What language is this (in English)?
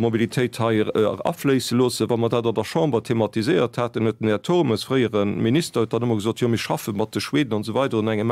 Luxembourgish